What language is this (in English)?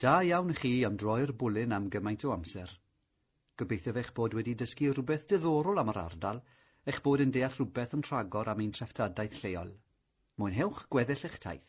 Welsh